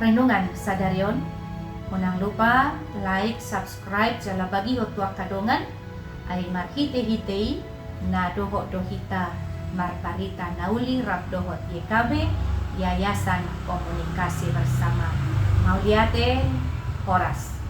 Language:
Batak Toba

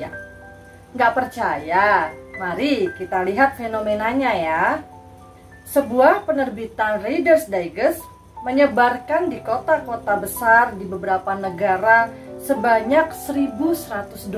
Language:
Indonesian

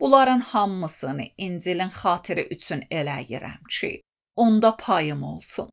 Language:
Azerbaijani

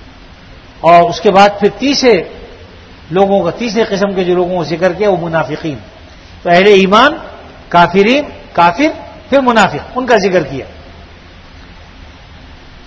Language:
Urdu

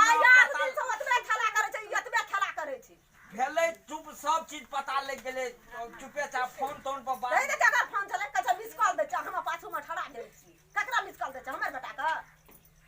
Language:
Maithili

